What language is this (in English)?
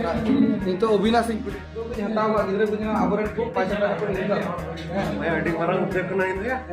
Santali